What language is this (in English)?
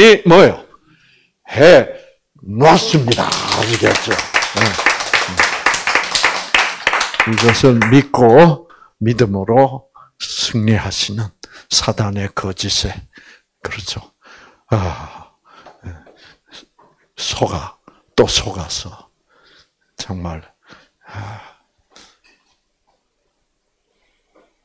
Korean